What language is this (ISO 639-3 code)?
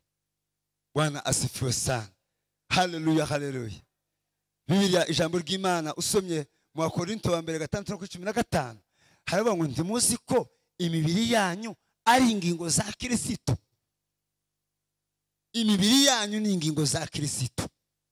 kin